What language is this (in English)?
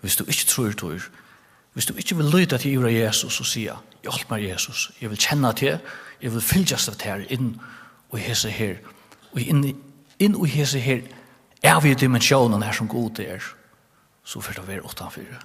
Faroese